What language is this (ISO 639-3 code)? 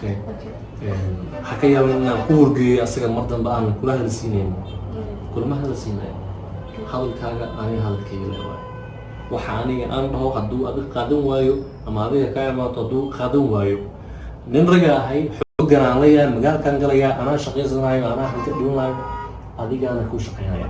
som